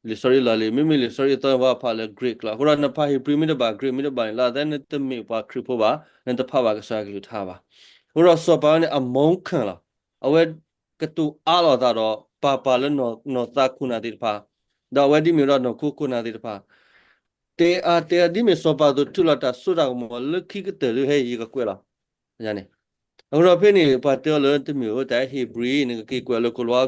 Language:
S'gaw Karen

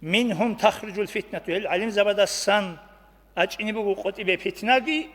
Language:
Avaric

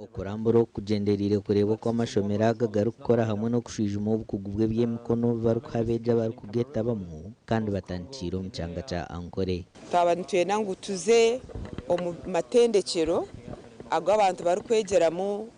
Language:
Nyankole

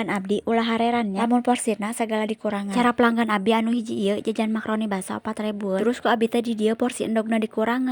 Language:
Sundanese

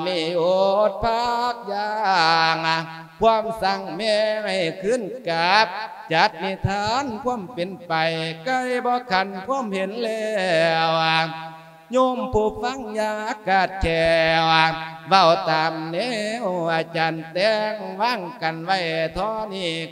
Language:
Lao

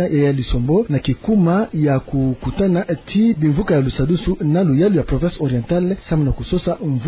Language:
Kituba (Democratic Republic of Congo)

